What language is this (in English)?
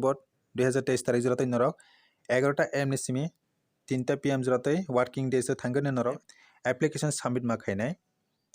Kok Borok